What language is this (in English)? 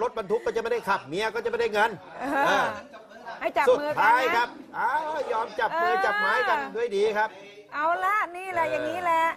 Thai